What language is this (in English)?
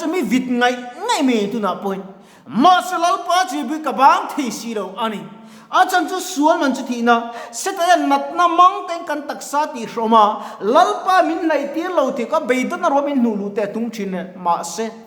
Mizo